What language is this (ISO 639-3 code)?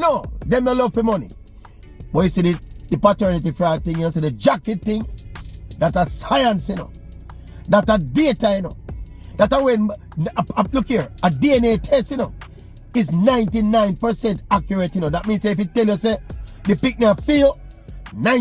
jam